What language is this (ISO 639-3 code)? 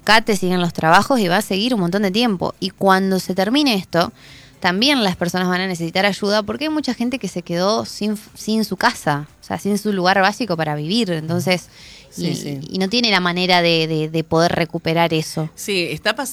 spa